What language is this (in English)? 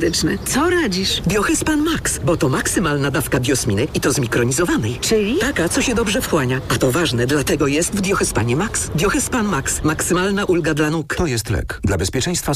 Polish